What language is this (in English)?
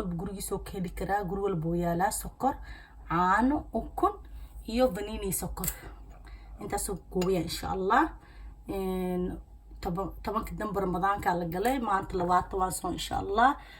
Somali